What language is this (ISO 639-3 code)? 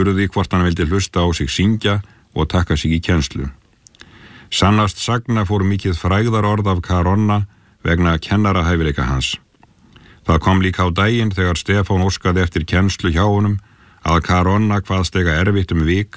isl